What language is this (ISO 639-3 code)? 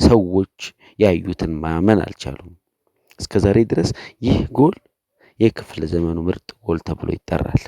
amh